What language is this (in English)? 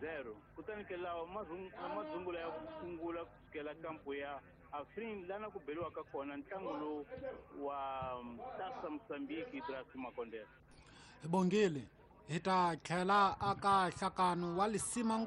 Tsonga